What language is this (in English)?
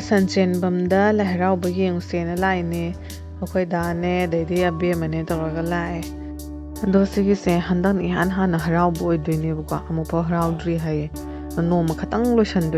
Manipuri